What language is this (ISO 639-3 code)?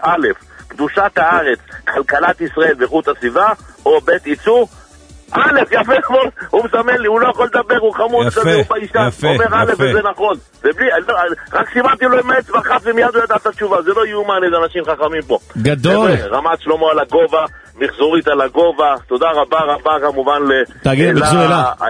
heb